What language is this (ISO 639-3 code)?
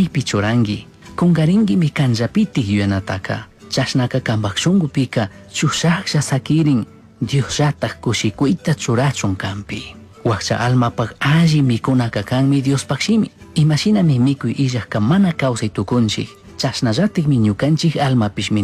qug